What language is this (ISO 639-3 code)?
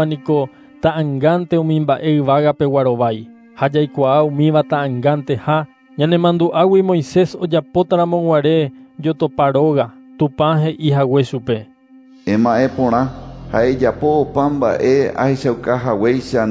grn